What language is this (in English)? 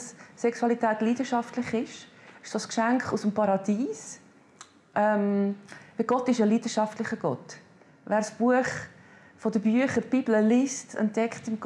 Swiss German